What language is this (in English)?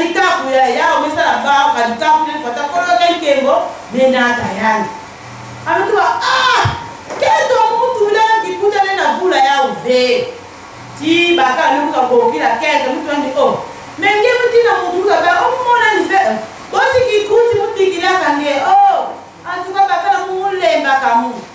Lingala